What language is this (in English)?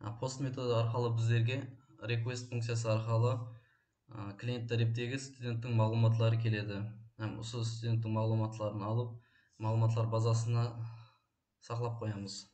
Kara-Kalpak